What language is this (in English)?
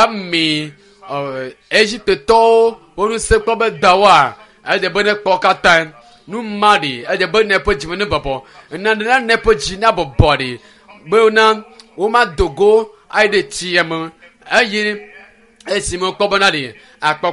Ewe